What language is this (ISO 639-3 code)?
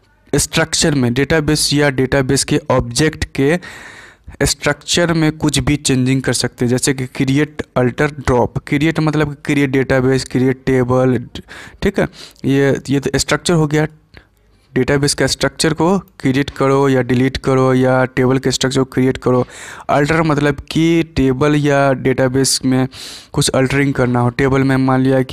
hin